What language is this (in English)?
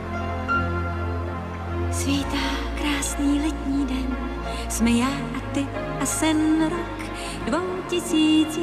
Czech